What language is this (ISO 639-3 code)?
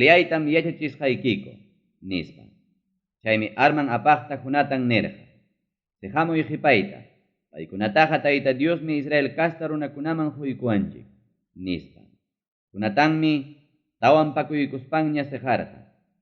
quy